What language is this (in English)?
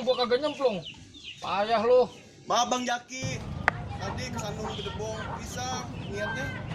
Betawi